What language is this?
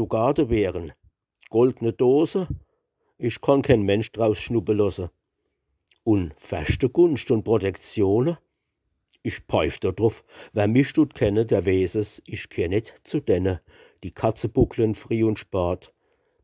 Palatine German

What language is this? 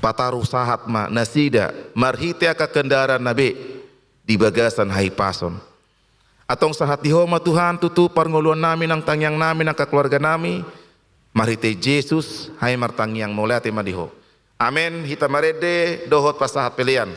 Batak Toba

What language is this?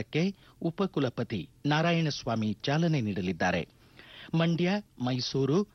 Kannada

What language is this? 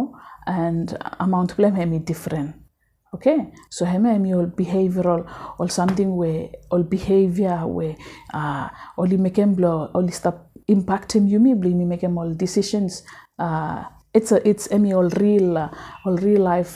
Bislama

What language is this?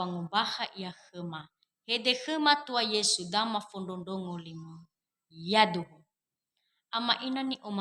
Nias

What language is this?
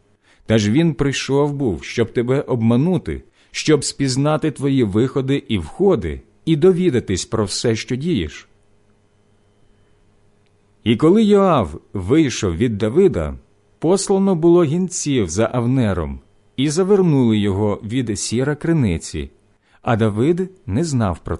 Ukrainian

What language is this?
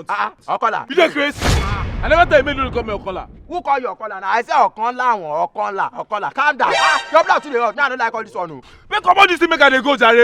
Nigerian Pidgin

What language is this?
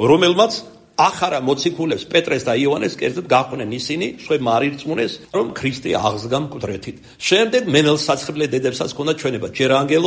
Georgian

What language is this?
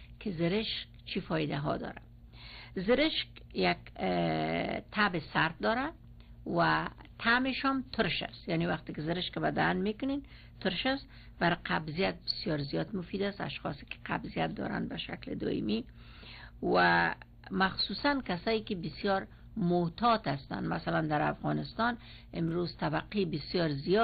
Persian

